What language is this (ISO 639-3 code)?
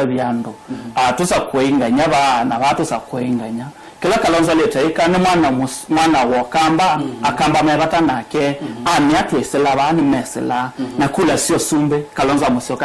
kam